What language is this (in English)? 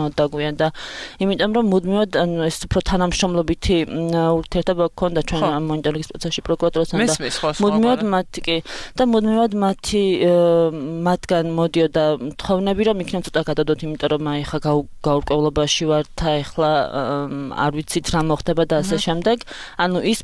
Georgian